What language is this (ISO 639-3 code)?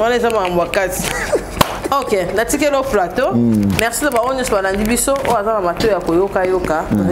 lin